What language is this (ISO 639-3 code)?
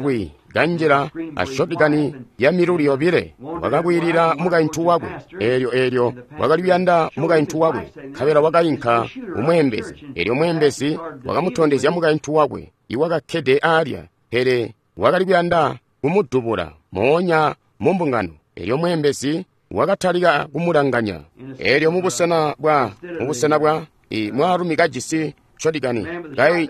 toi